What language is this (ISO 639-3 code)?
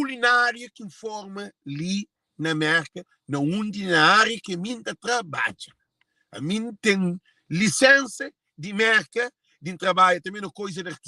kea